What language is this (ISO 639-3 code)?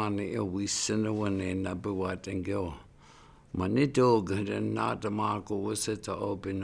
ciw